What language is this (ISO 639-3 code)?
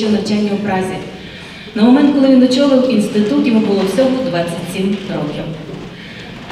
ukr